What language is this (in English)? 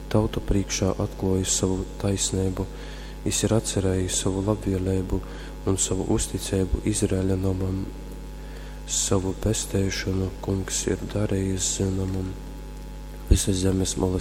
Latgalian